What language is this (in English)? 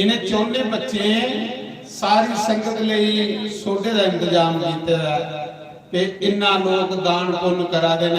Dogri